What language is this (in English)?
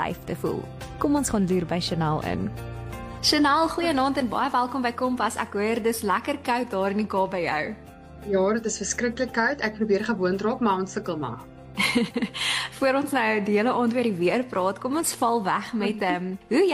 Afrikaans